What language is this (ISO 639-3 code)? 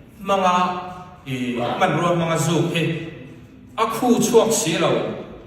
cfm